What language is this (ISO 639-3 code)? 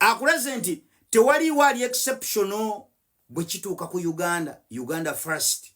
lug